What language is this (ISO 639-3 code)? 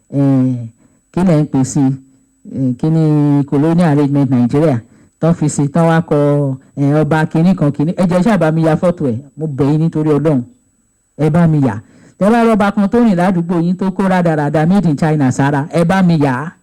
yor